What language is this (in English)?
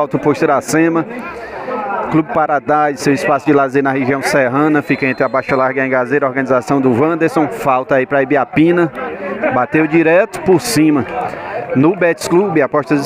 Portuguese